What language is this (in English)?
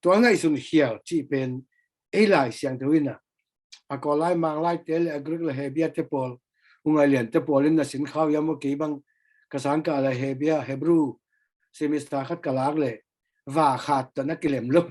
Tedim Chin